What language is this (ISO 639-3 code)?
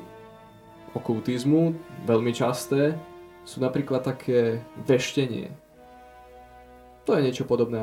slk